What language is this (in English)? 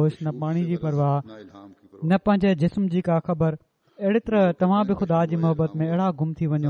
Sindhi